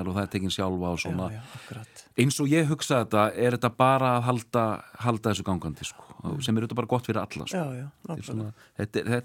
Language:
Icelandic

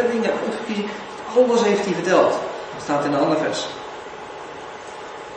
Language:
Dutch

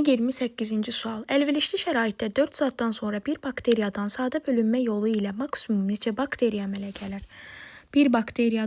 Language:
Azerbaijani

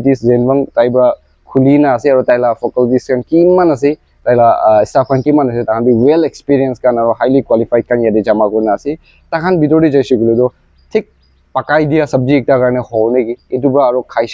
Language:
Naga Pidgin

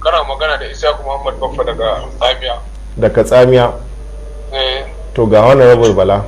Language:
Hausa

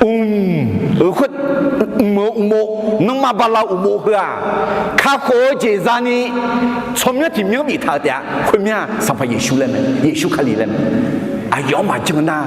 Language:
Akha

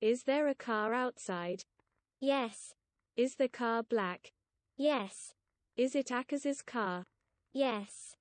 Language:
Welsh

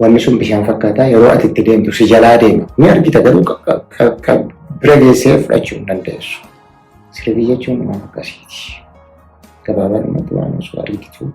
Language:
Oromo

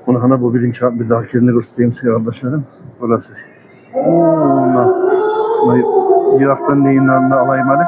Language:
Kumyk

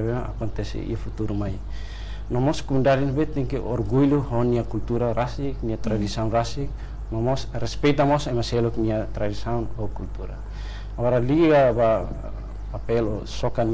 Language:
Tetum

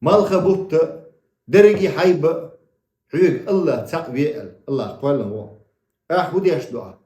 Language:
Chechen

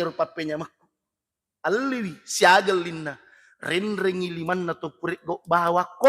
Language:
Buginese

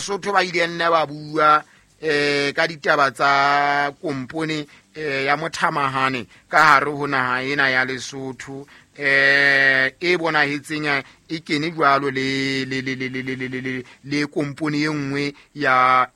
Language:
Southern Sotho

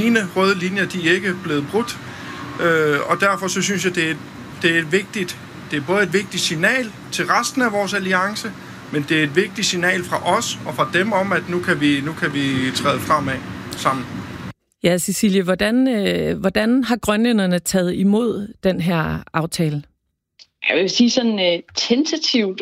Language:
Danish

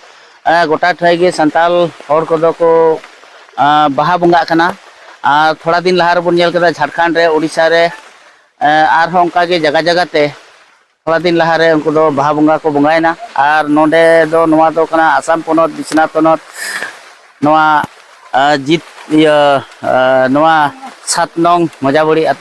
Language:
Santali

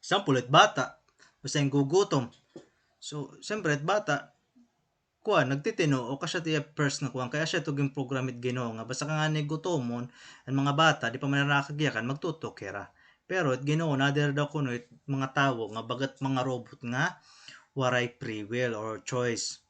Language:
Waray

